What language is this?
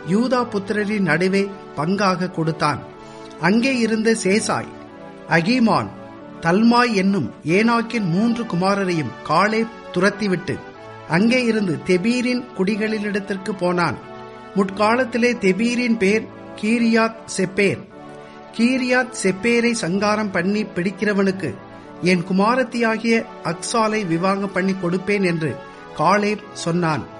Tamil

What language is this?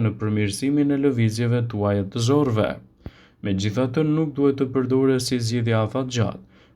Albanian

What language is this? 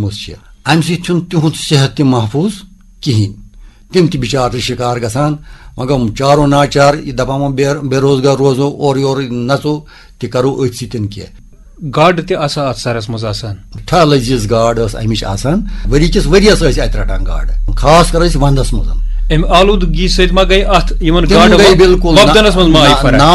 Kashmiri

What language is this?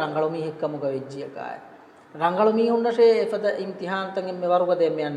Divehi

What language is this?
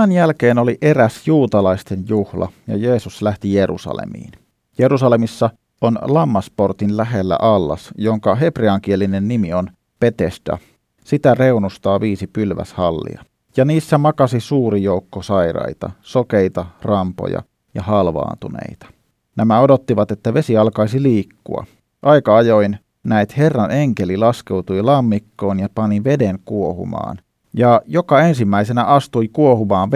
Finnish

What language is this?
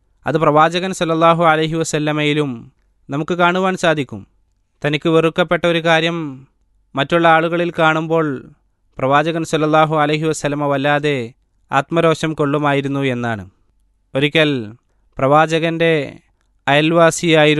Malayalam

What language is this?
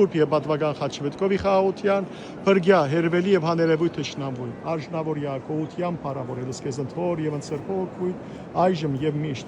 Western Armenian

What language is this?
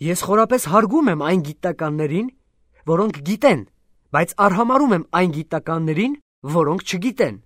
Armenian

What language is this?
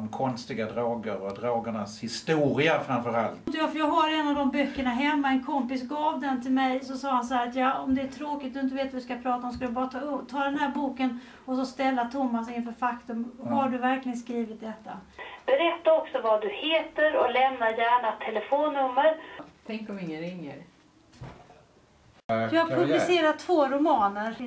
Swedish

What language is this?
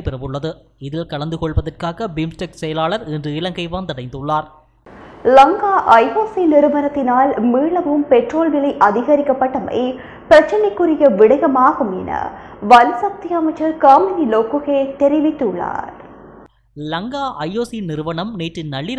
Tamil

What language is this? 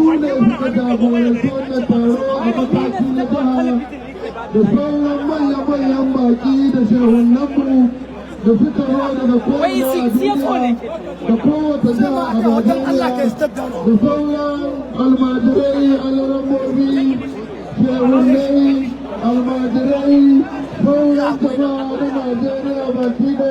Hausa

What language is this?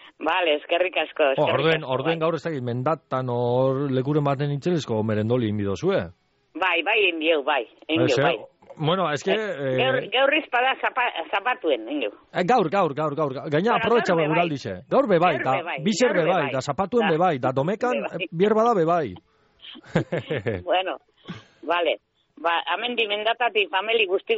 Basque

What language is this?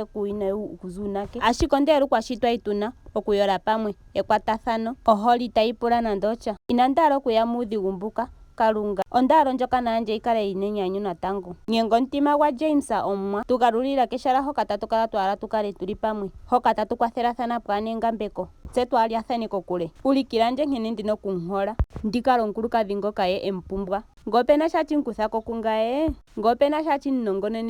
Ndonga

